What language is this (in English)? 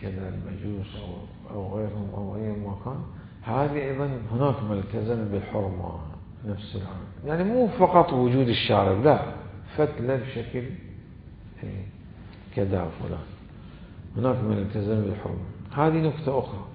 Mesopotamian Arabic